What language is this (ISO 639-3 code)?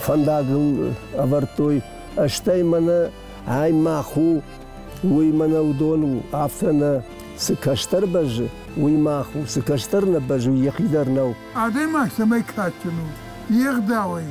oss